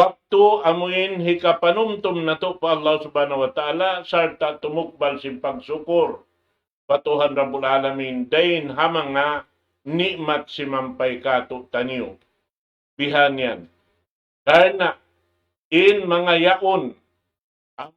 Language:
Tausug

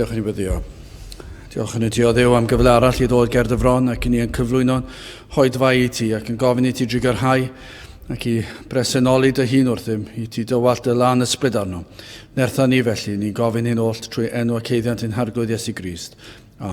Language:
Welsh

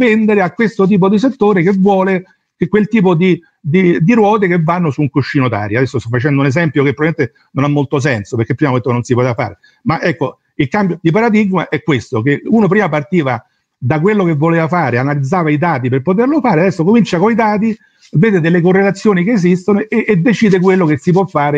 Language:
Italian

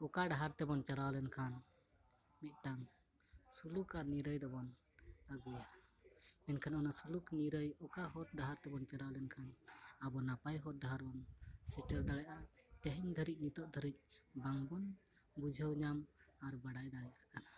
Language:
Santali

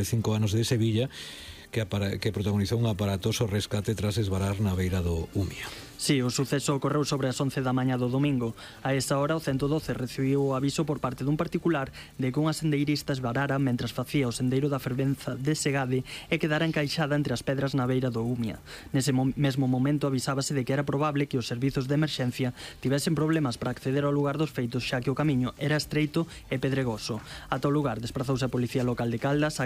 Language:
Galician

